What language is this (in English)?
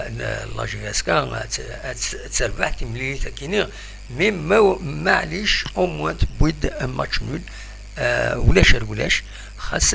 Kabyle